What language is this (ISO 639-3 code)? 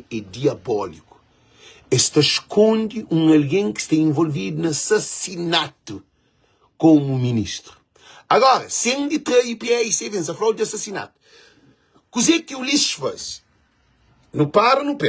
kea